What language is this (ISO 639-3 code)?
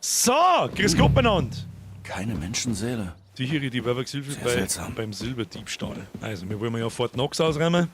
bar